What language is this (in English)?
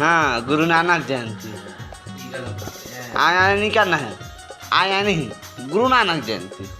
Chhattisgarhi